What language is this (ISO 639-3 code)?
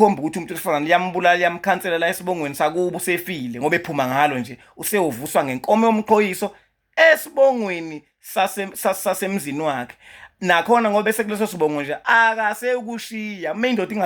zul